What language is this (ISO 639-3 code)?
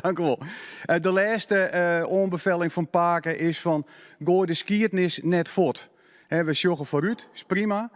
fry